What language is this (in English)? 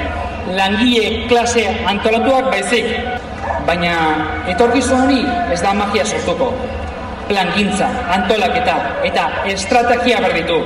Basque